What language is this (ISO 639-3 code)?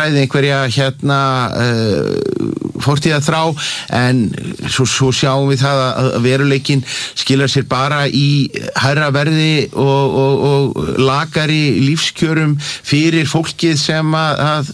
isl